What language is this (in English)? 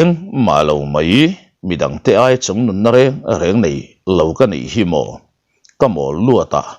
Mizo